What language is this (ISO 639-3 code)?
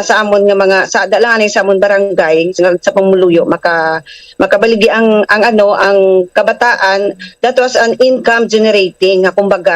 hil